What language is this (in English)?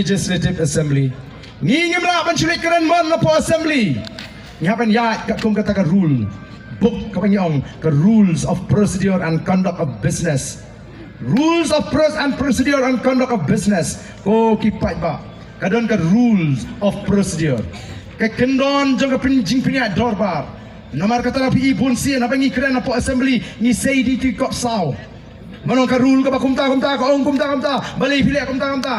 Khasi